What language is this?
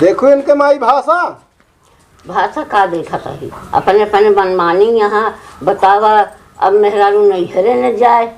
Awadhi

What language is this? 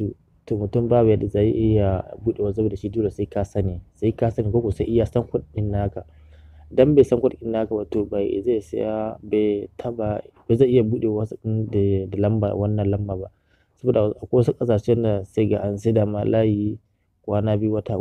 Hausa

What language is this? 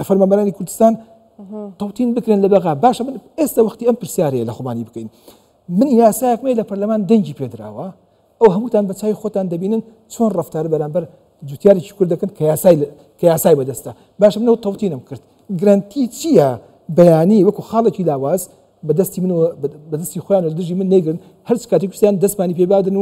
Central Kurdish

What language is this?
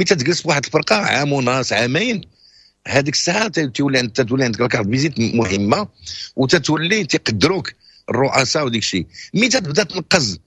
Moroccan Arabic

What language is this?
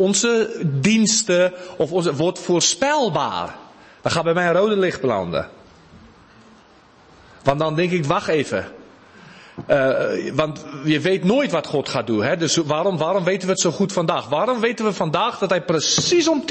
Dutch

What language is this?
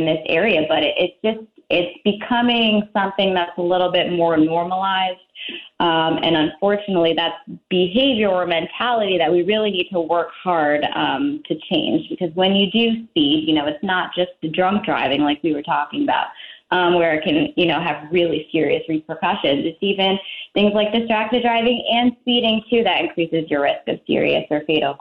English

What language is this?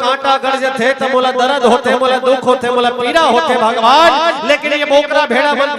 Chhattisgarhi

